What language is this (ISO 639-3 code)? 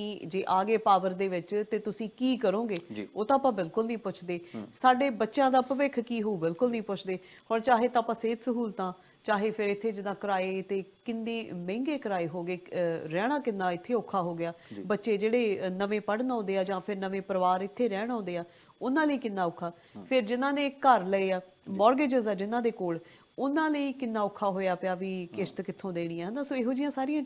pan